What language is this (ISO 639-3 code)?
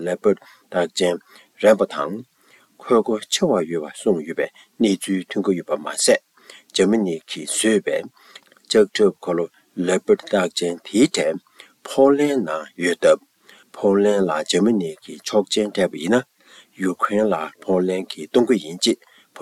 bod